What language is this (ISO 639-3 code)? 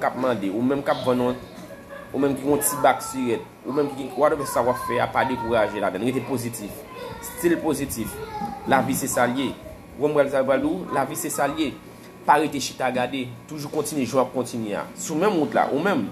hat